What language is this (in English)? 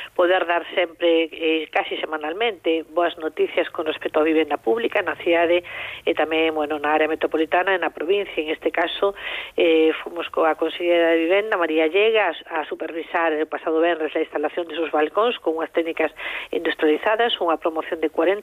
Galician